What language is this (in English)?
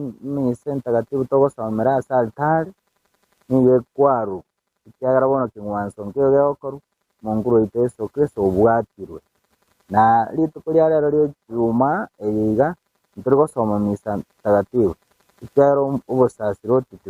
Gusii